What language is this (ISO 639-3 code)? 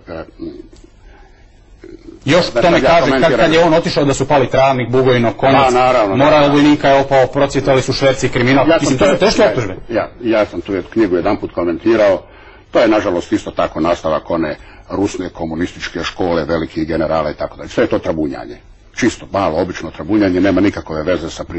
hrv